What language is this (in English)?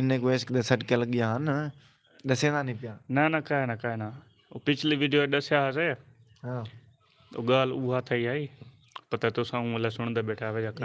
Saraiki